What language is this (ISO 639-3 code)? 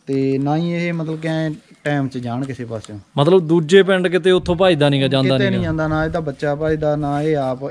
pan